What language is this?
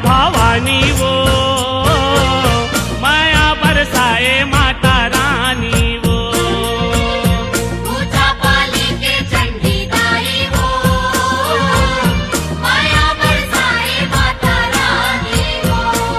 Chhattisgarhi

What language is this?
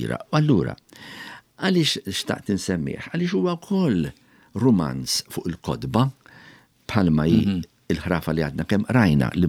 Maltese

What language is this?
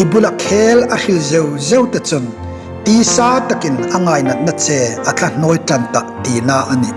Hmar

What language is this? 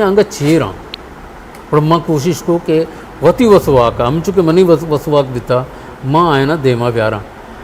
Eastern Balochi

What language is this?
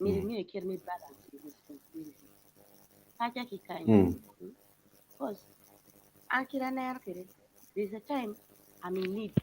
Acoli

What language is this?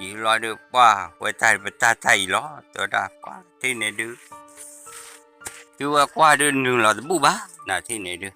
S'gaw Karen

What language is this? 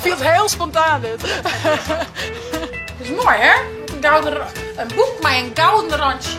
Western Frisian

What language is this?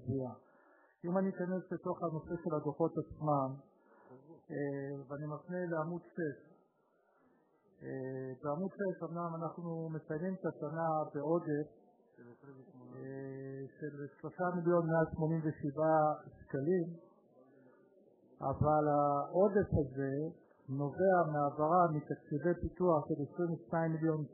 Hebrew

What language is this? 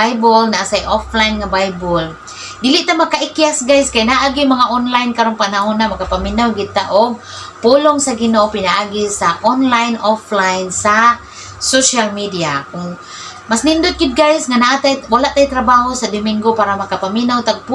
Cebuano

